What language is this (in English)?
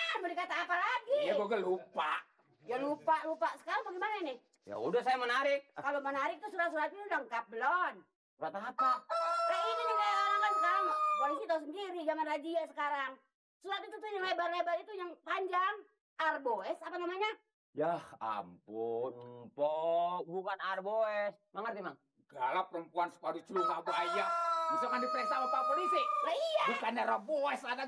Betawi